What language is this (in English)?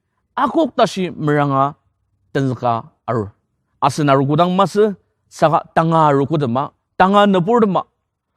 Ao Naga